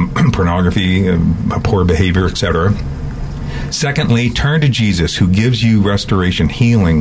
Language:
English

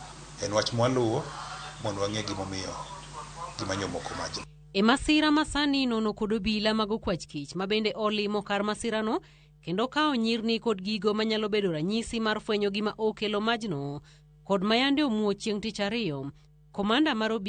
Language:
Luo (Kenya and Tanzania)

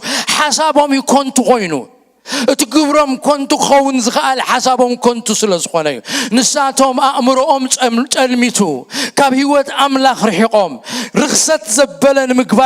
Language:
Tigrinya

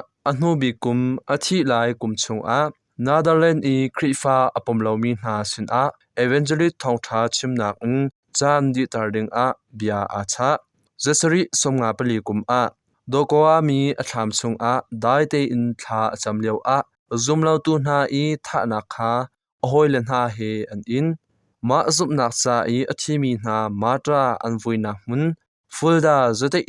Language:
Hakha Chin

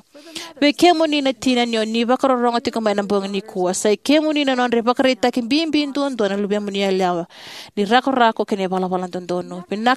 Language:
Fijian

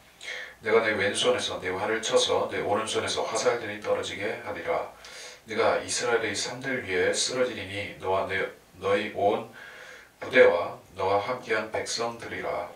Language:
Korean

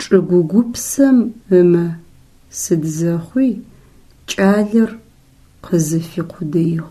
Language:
Adyghe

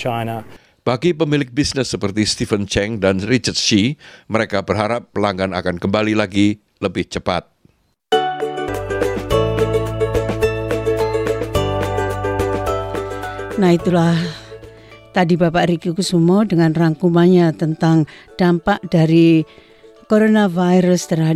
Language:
Indonesian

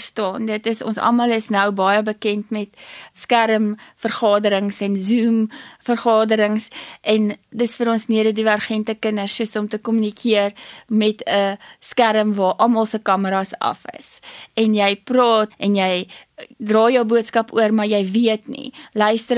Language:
Afrikaans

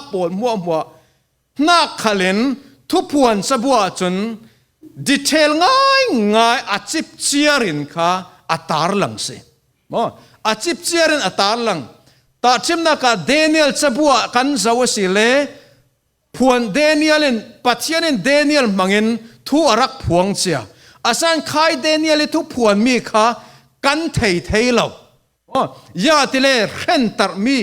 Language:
Falam Chin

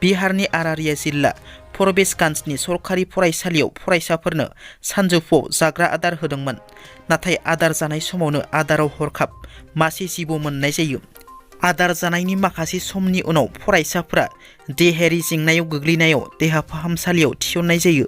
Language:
Bodo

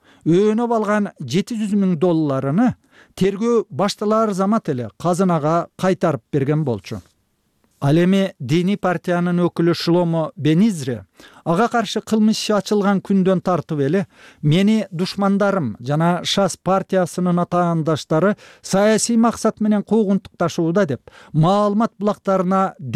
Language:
Kyrgyz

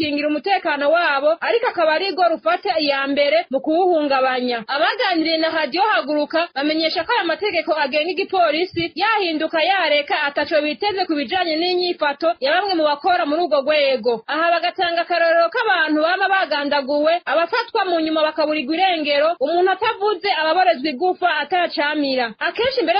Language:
Rundi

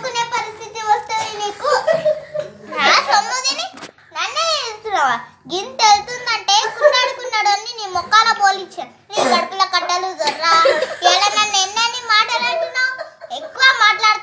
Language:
Telugu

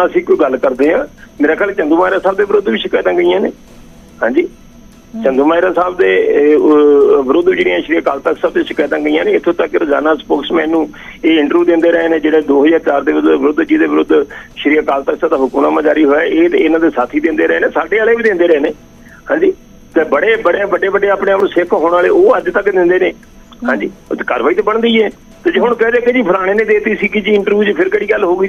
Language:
Punjabi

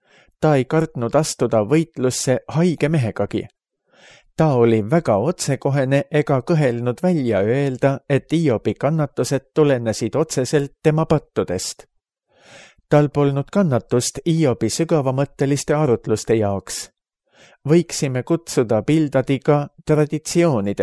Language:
Estonian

